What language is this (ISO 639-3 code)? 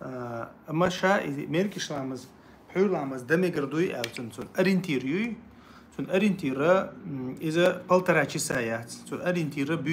che